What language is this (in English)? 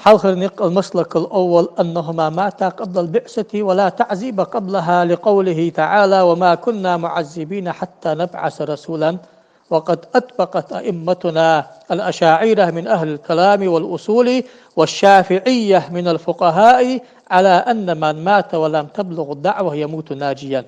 Ingush